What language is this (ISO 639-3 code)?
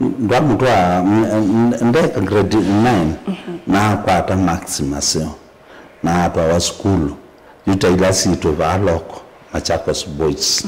kam